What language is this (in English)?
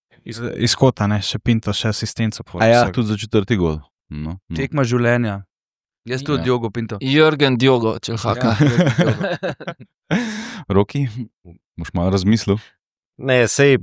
Slovenian